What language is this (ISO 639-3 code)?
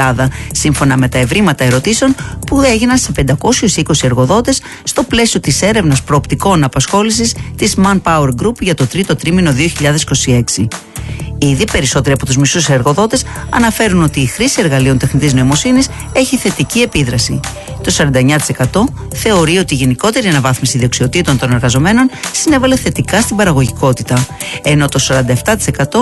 ell